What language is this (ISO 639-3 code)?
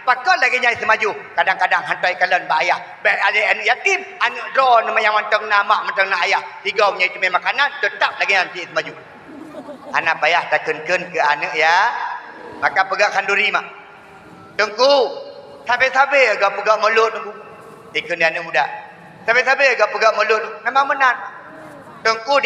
ace